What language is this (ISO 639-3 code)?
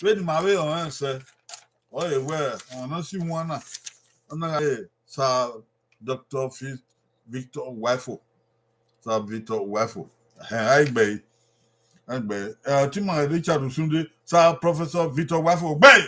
bin